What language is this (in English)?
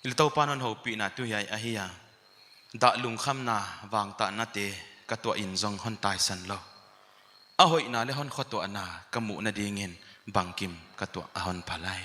Paite Chin